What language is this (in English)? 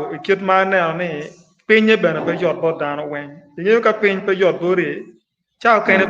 Acoli